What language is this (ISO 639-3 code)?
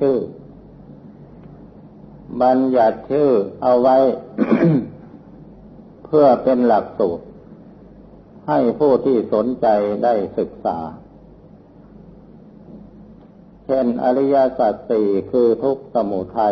tha